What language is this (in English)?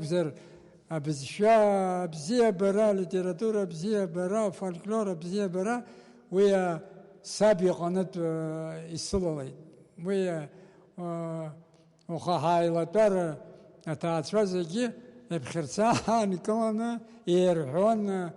Abkhazian